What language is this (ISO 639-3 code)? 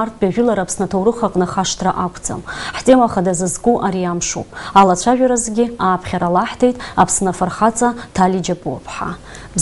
abk